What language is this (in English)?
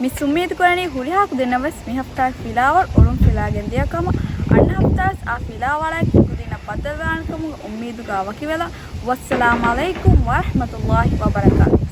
Divehi